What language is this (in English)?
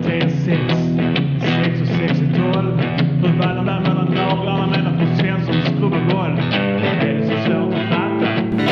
Swedish